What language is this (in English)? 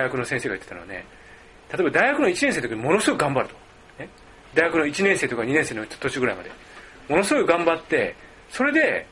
Japanese